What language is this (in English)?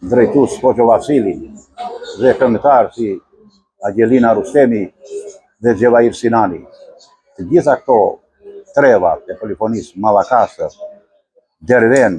Albanian